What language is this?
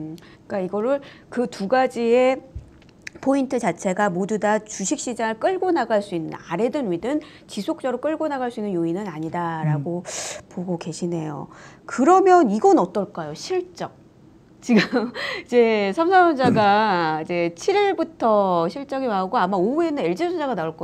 Korean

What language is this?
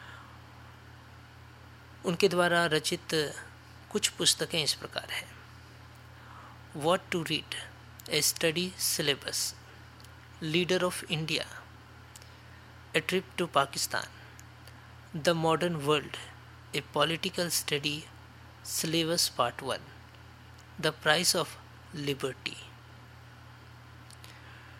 Hindi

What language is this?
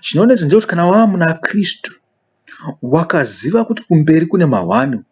Shona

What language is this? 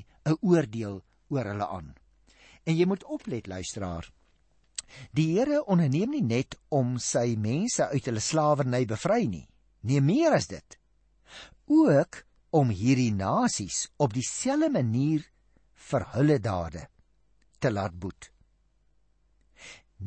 Afrikaans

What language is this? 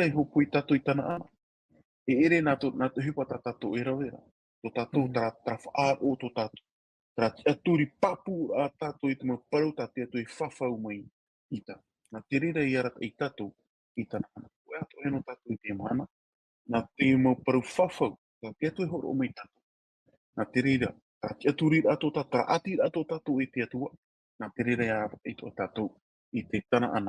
Tahitian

